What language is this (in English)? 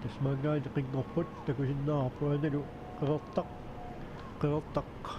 Kalaallisut